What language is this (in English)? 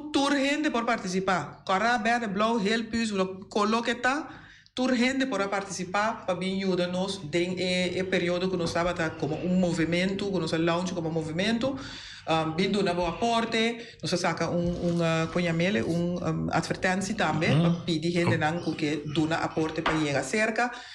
Papiamento